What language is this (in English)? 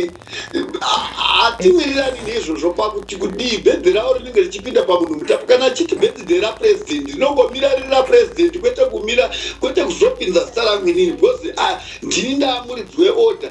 Shona